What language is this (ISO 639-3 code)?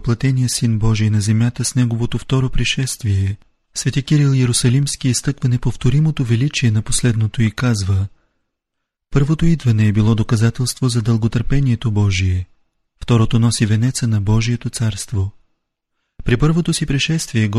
bul